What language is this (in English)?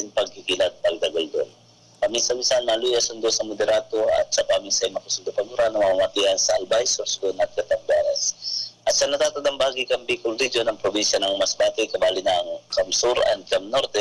Bikol